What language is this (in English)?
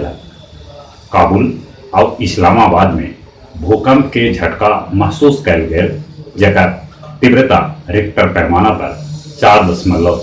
Magahi